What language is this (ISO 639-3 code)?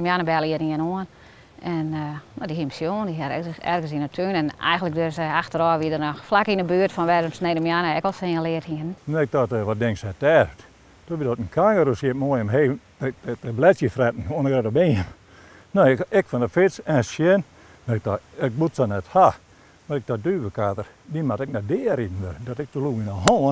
fry